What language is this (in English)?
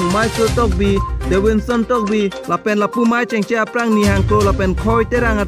Karbi